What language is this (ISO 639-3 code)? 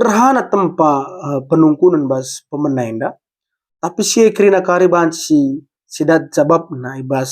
btx